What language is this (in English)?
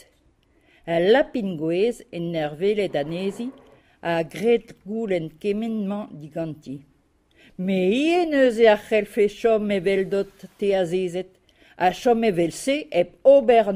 Breton